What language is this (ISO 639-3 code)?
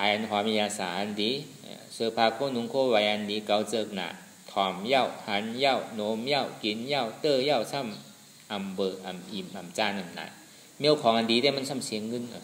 shn